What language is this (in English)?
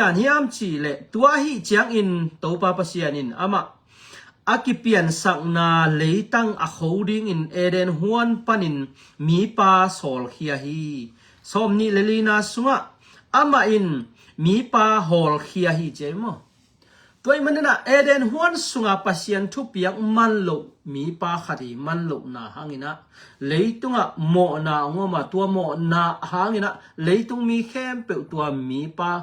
Tedim Chin